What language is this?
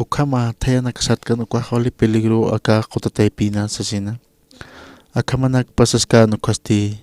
Aymara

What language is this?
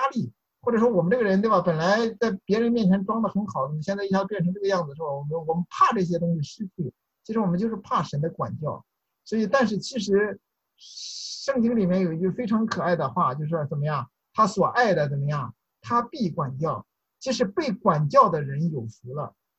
Chinese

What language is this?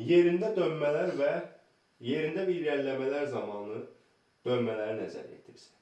Azerbaijani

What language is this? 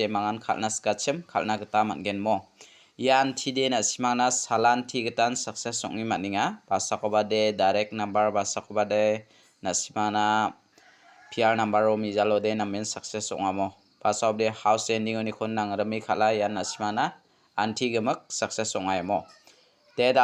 Garo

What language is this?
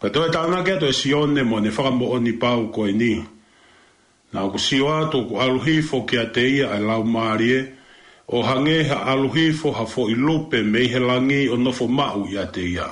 Tongan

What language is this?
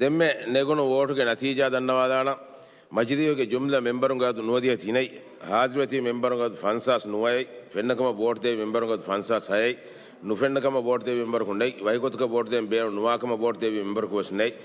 Divehi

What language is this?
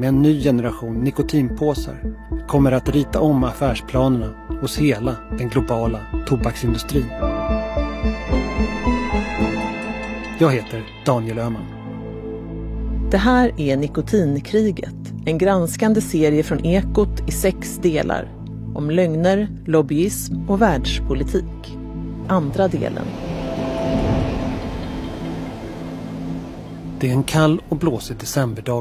Swedish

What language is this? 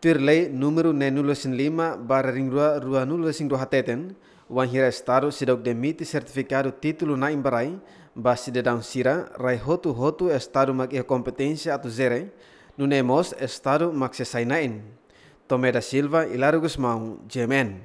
Tetum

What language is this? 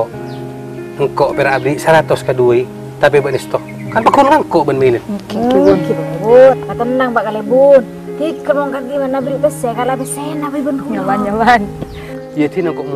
Madurese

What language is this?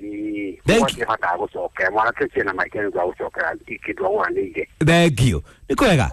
Kikuyu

